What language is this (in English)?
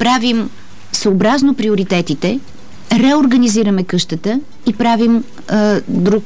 Bulgarian